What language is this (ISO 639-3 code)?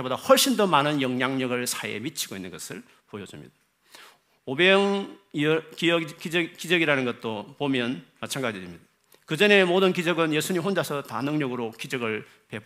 kor